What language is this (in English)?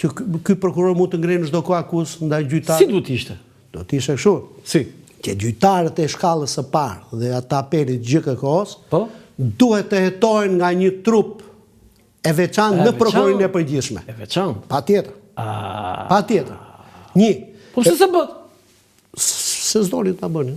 Albanian